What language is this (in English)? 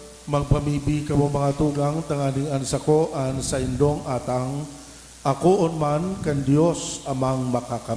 Bikol